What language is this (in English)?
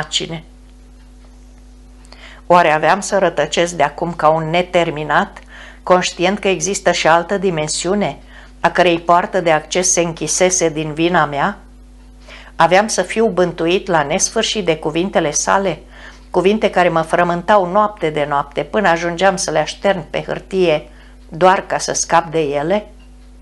Romanian